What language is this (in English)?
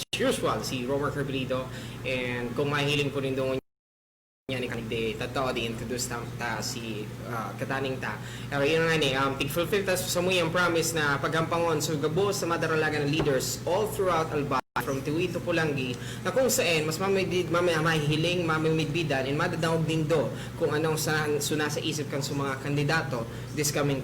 Bikol